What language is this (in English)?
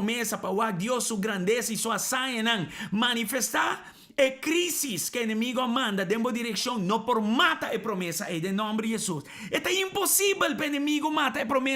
Papiamento